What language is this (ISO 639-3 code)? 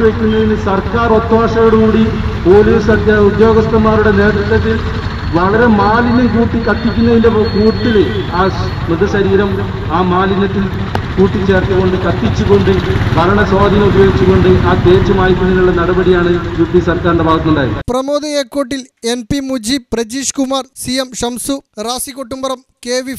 mal